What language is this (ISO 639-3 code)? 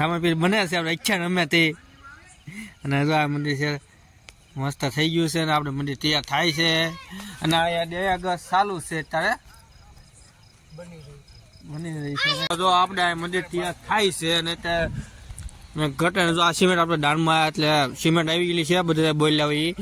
guj